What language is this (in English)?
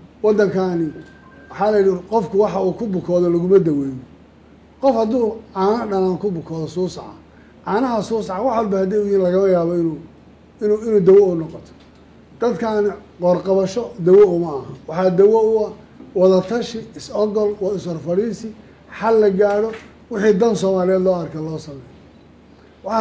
Somali